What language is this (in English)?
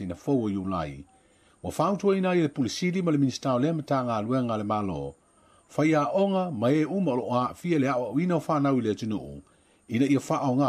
Samoan